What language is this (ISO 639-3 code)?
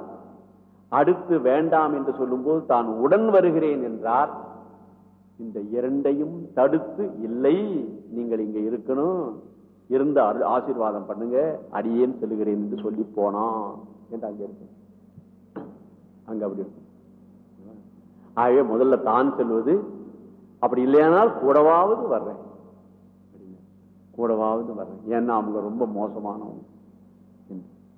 tam